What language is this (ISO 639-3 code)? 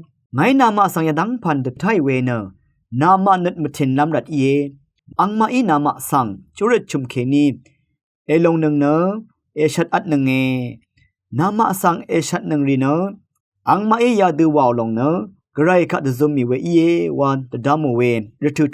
raw